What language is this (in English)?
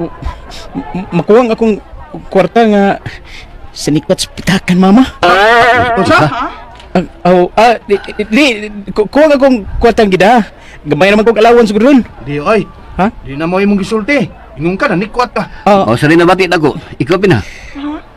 Cebuano